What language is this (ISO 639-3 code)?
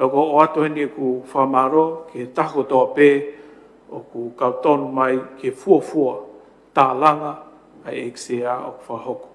ton